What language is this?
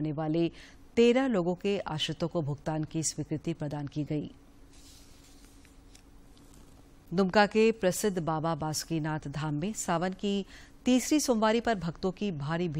Hindi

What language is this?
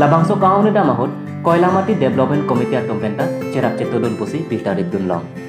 Karbi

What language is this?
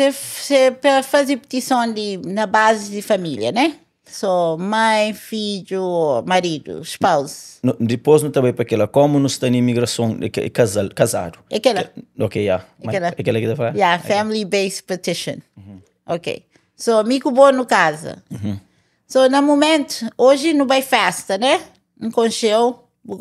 Kabuverdianu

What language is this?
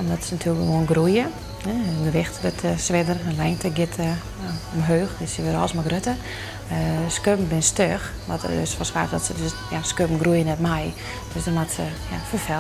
Western Frisian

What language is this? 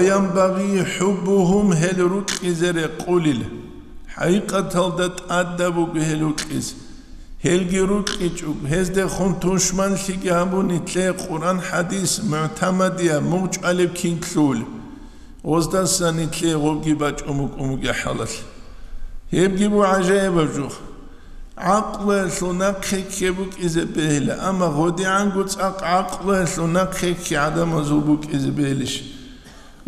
Avaric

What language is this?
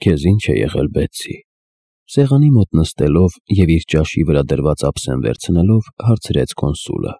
Armenian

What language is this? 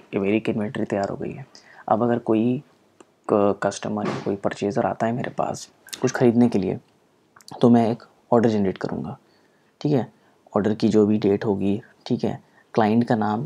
Hindi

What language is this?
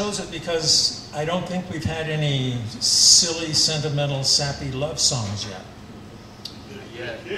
English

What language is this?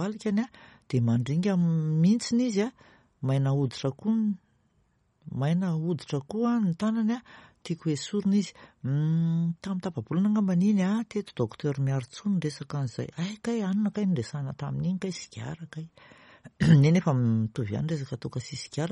Malagasy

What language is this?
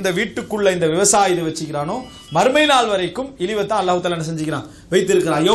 Tamil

